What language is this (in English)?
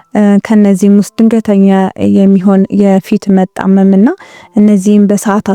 Amharic